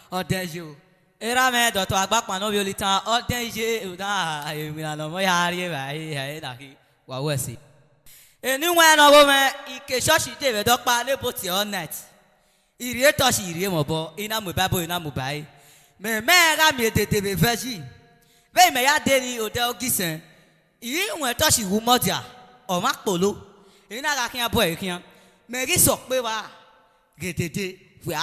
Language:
Bini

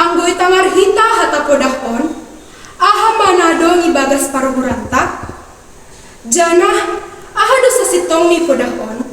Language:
Batak Simalungun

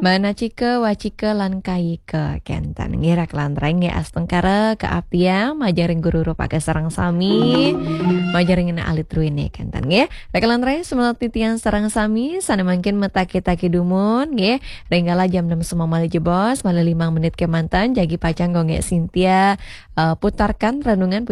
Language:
Balinese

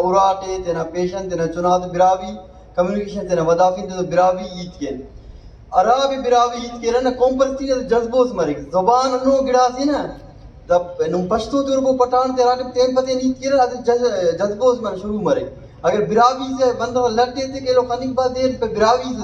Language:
Brahui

